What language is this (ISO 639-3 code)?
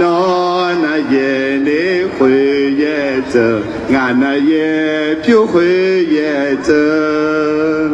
ahk